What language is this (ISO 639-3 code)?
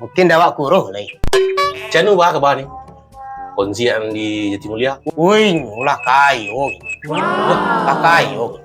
min